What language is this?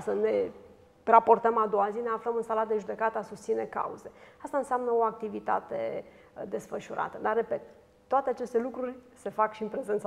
Romanian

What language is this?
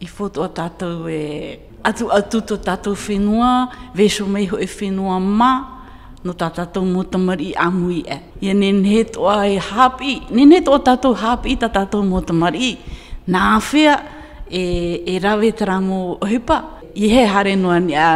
Tahitian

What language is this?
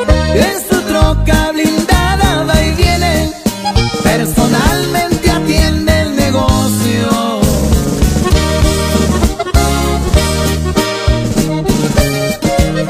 Spanish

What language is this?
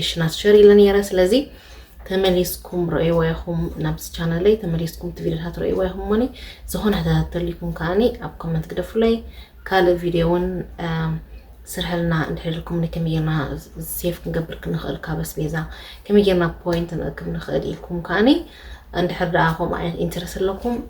Tigrinya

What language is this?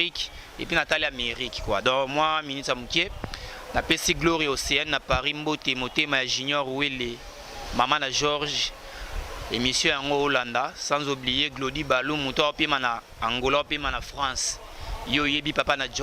Lingala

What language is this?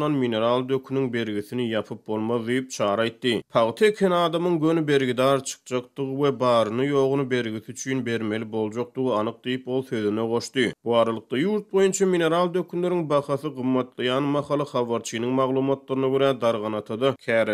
Turkmen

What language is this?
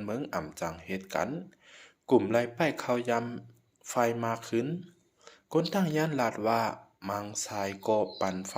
Shan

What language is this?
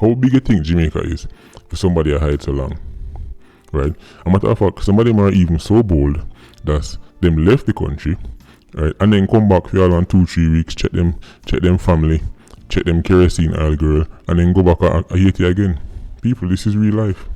Jamaican Creole English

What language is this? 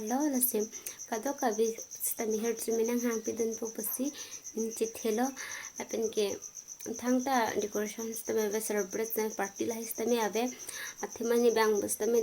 Karbi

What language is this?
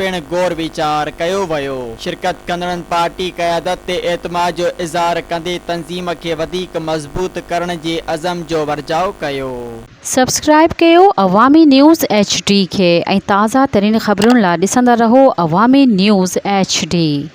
Sindhi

